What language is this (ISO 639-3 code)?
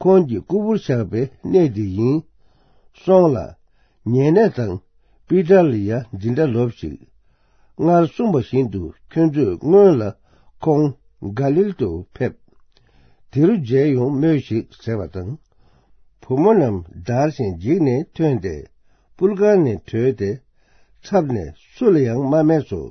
bod